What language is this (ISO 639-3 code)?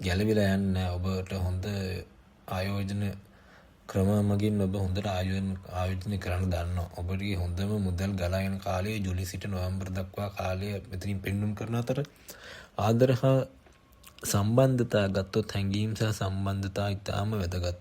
sin